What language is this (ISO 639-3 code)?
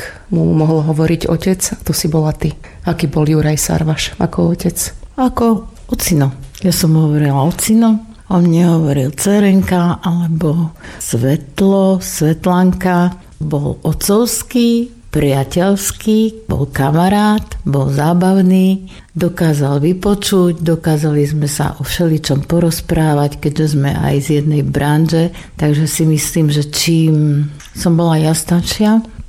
slk